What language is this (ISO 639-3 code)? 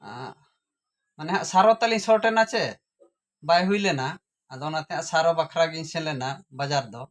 sat